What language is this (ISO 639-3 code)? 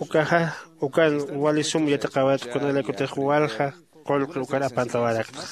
aym